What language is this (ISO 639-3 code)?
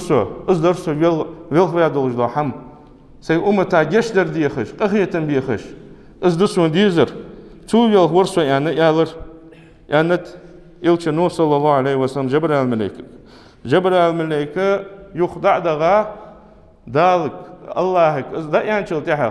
inh